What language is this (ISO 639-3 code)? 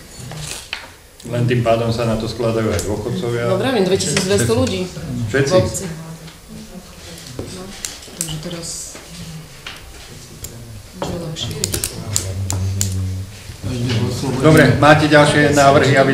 slk